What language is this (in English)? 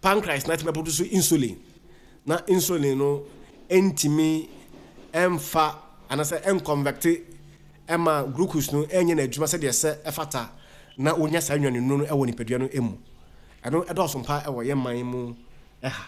Akan